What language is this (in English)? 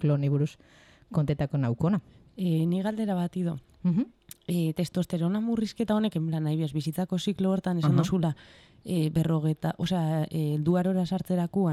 Basque